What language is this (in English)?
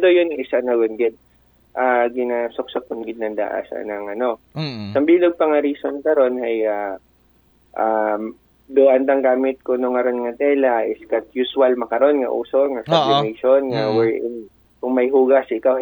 Aklanon